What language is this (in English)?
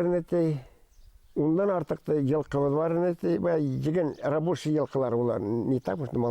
Bashkir